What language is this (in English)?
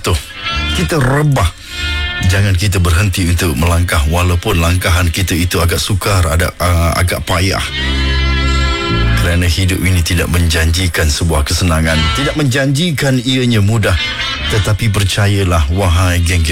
Malay